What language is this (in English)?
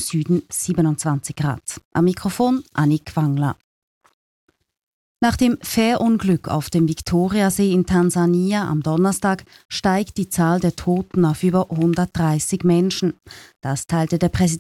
German